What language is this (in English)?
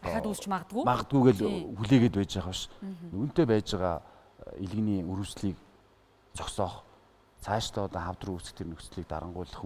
Mongolian